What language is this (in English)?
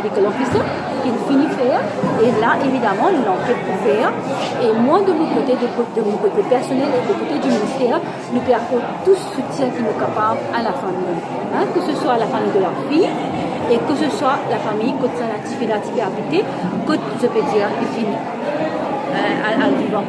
Morisyen